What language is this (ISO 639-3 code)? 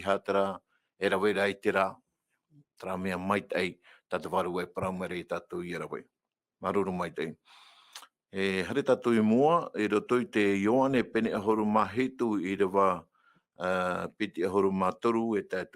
tah